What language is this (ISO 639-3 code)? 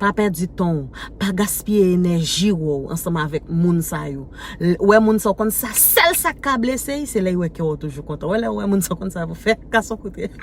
hat